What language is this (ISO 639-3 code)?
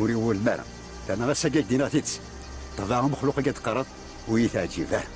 kab